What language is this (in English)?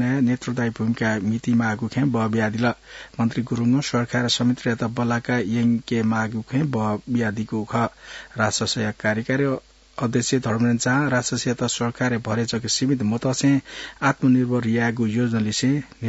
Newari